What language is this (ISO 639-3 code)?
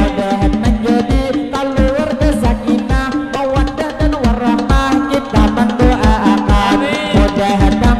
bjn